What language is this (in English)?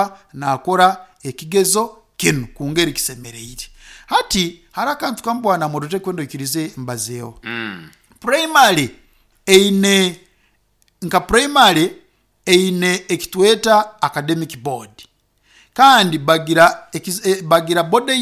Nyankole